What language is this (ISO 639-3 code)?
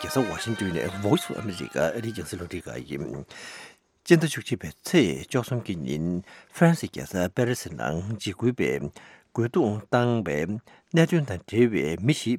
bod